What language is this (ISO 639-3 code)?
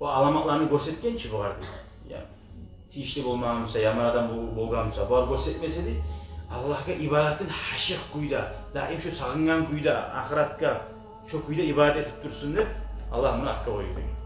kum